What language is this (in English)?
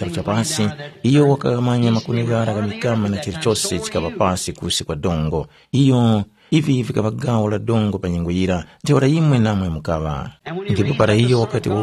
Tumbuka